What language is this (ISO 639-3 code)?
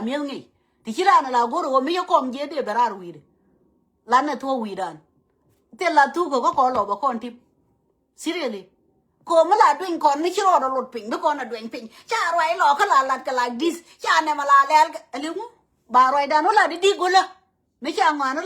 nus